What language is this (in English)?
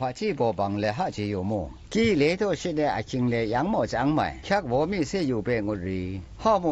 Zaiwa